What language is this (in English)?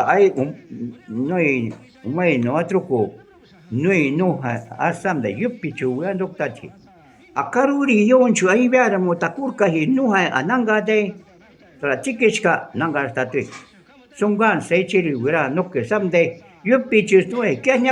Shuar